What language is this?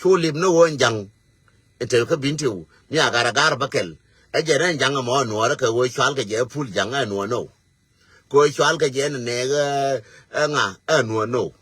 Nuer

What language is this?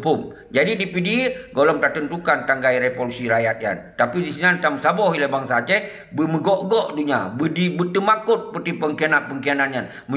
Achinese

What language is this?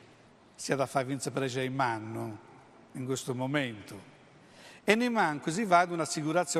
Sardinian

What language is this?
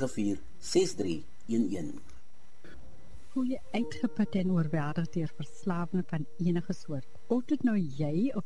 Afrikaans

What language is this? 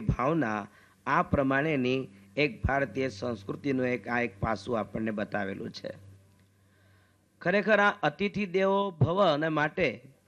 Gujarati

